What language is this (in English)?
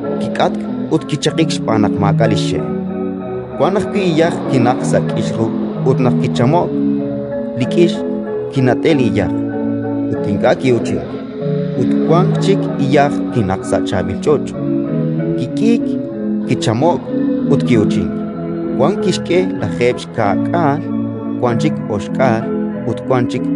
Kekchí